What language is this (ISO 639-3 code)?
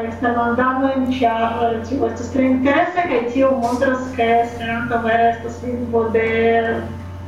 epo